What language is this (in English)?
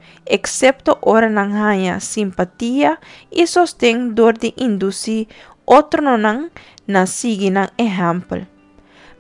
Papiamento